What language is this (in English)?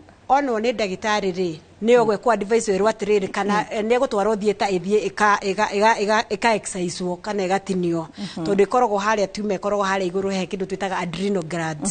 Kikuyu